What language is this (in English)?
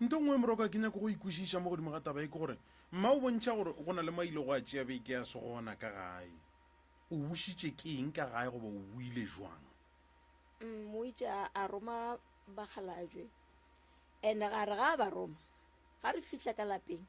Northern Sotho